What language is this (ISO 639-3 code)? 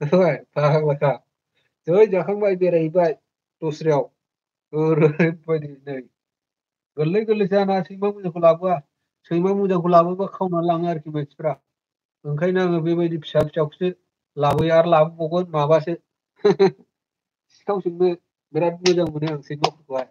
brx